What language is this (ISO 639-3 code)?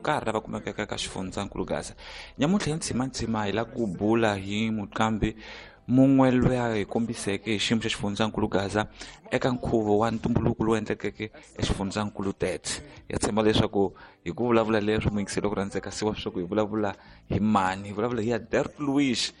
tso